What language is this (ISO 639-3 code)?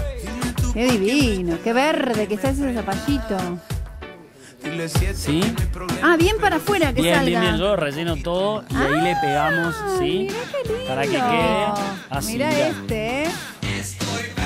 spa